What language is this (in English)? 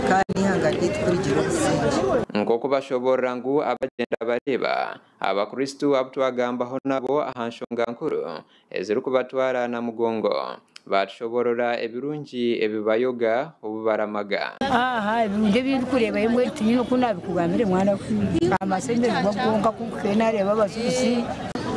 Nyankole